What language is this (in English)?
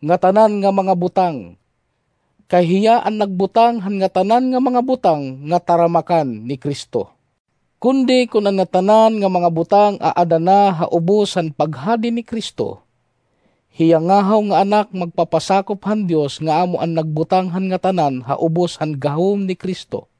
Waray